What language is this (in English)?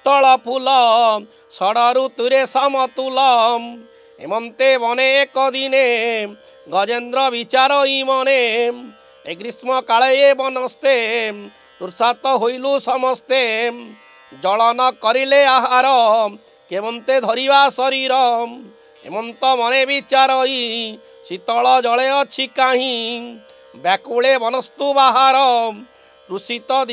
Odia